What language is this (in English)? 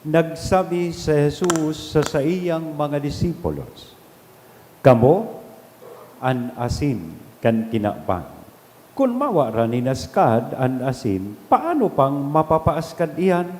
Bikol